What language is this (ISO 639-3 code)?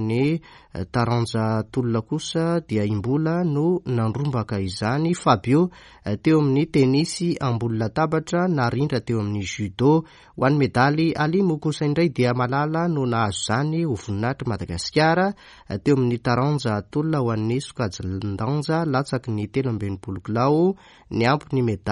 mlg